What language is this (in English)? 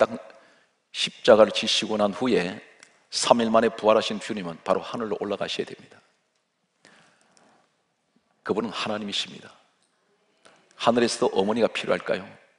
Korean